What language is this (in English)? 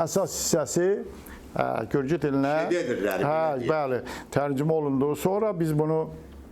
Azerbaijani